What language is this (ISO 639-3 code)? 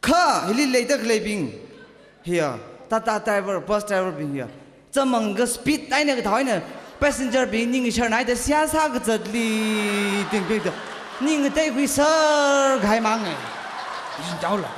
nmf